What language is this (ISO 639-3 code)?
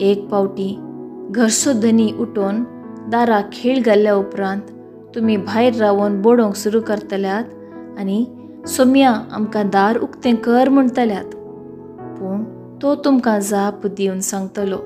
kok